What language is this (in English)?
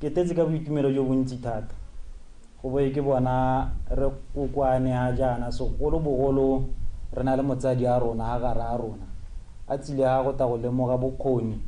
Tswana